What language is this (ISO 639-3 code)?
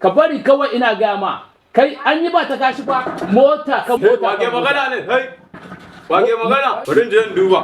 hau